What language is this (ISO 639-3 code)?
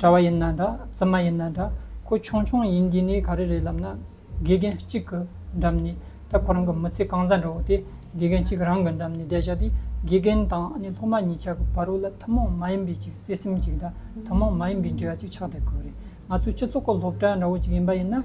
bod